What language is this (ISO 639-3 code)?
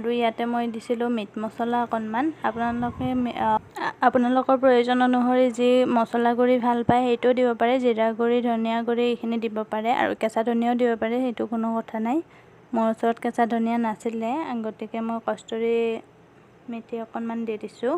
asm